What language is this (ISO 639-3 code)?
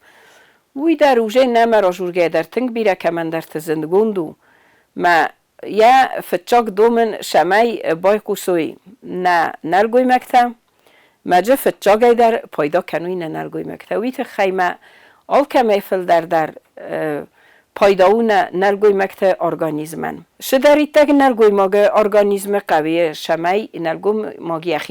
oss